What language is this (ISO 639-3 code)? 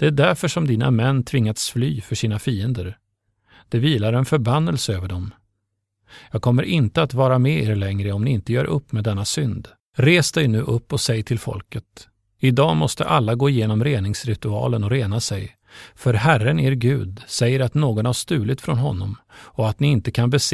swe